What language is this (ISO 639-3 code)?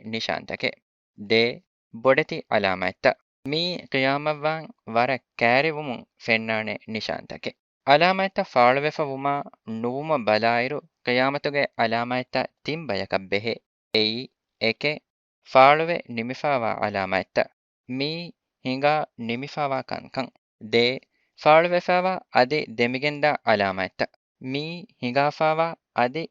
div